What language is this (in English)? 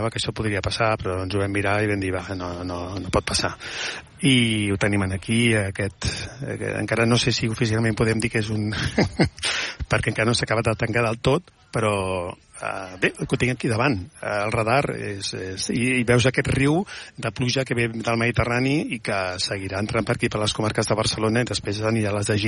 Catalan